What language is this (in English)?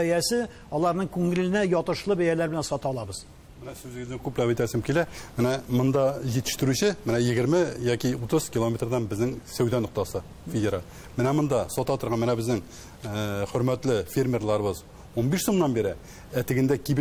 Tatar